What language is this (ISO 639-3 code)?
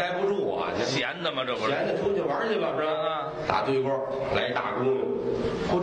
zho